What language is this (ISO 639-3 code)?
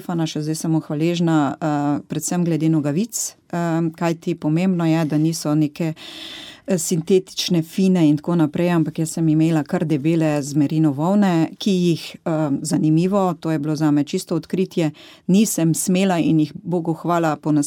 slv